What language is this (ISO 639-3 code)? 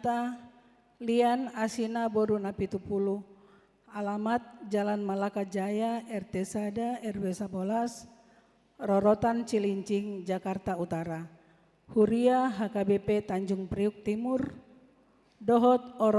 bbc